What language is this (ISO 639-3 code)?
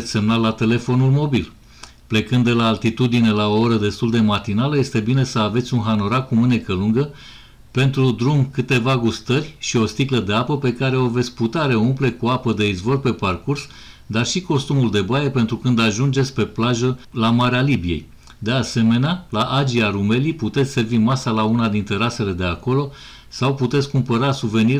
ron